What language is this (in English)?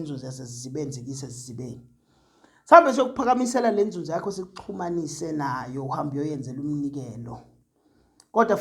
Zulu